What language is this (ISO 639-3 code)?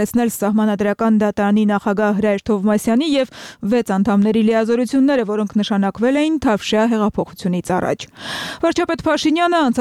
hye